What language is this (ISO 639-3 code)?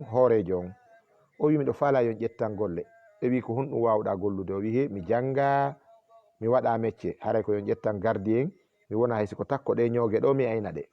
ful